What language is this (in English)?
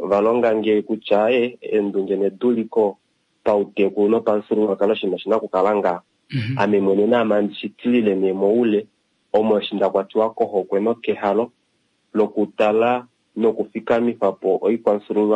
Kuanyama